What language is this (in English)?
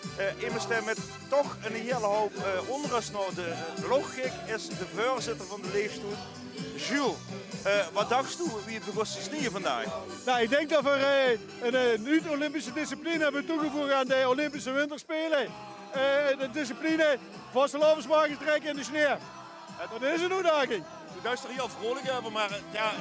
Limburgish